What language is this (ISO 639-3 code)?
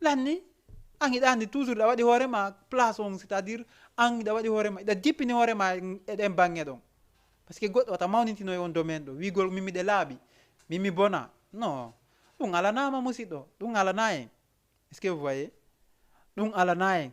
ful